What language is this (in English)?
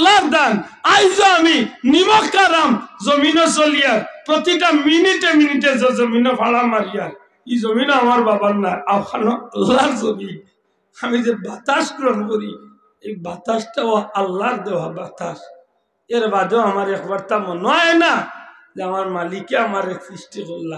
Sylheti